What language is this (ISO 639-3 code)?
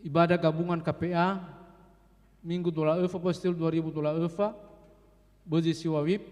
nia